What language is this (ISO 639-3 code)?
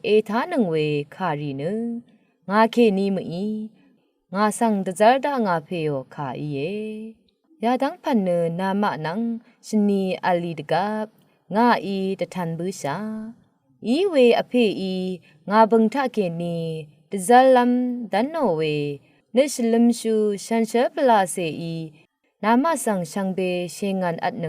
raw